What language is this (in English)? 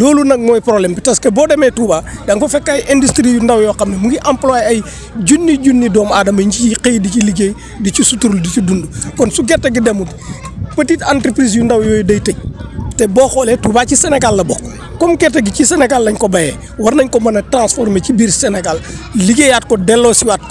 Wolof